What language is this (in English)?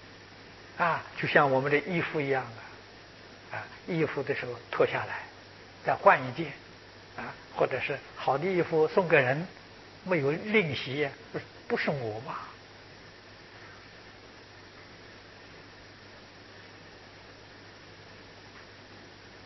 Chinese